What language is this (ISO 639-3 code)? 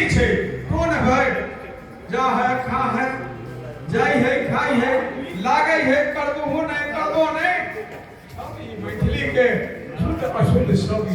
mai